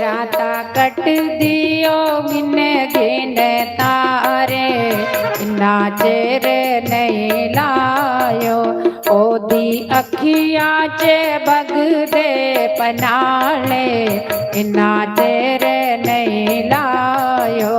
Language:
Dogri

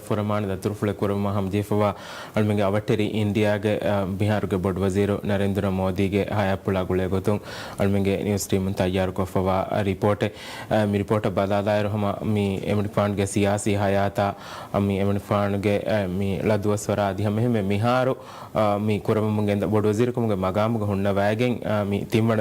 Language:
Divehi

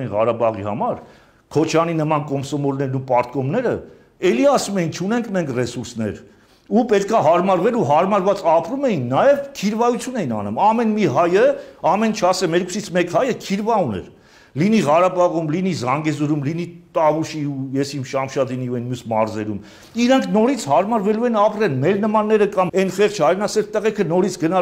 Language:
Armenian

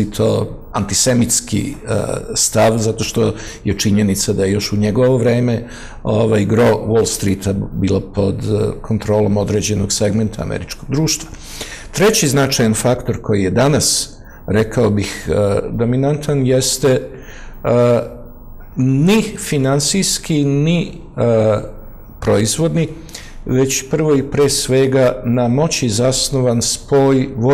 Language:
Serbian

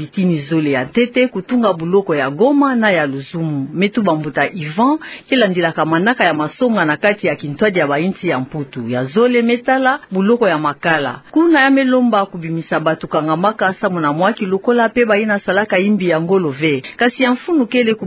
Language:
Kituba (Democratic Republic of Congo)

